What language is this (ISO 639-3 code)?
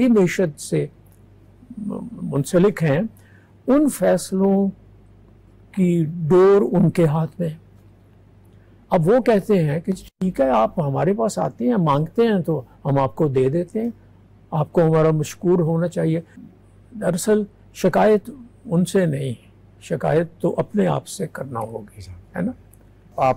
urd